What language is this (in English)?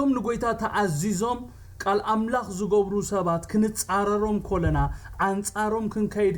Tigrinya